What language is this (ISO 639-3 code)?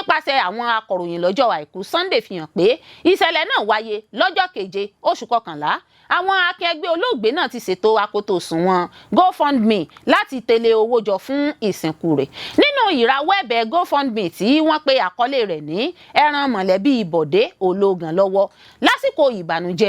yor